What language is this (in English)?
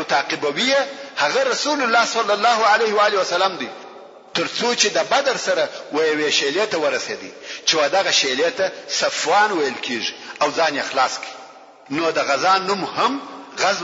Pashto